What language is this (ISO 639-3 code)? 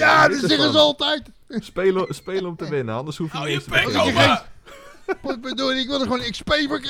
nld